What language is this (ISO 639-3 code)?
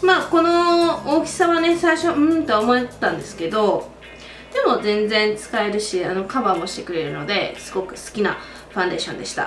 jpn